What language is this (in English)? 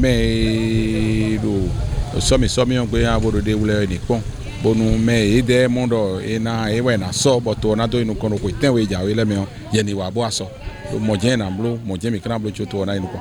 Fon